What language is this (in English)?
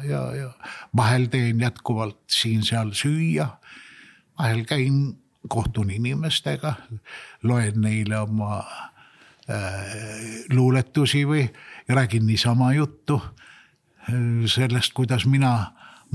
Estonian